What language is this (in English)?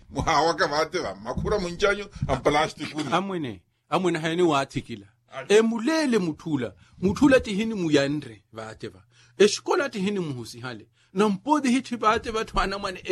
Makhuwa